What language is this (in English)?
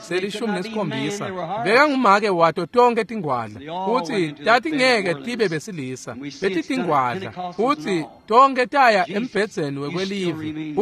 Swati